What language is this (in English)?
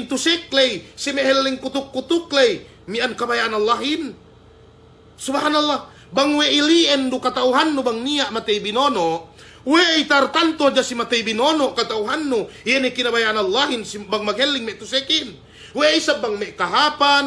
Yakan